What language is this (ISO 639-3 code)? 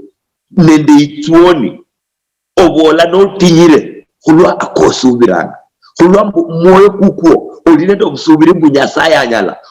luy